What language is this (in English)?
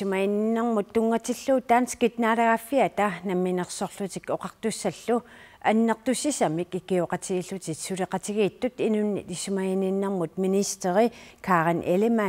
Kalaallisut